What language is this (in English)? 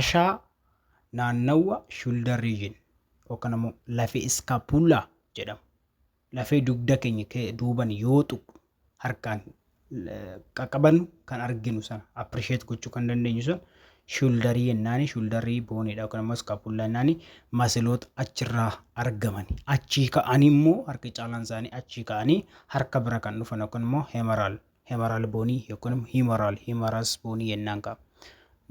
Oromo